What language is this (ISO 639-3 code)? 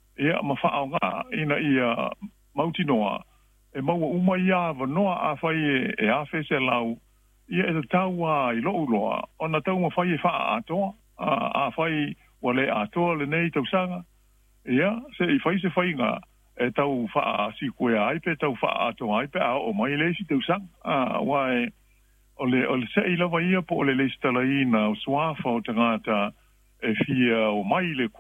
smo